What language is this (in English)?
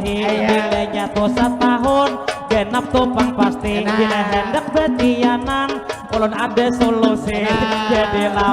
Banjar